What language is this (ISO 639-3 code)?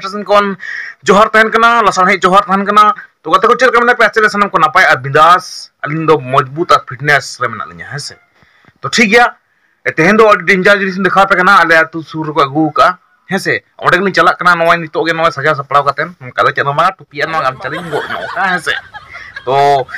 sat